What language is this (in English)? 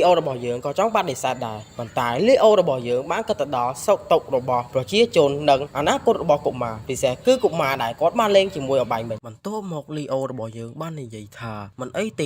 Khmer